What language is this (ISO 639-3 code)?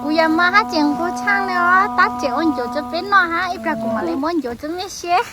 hmn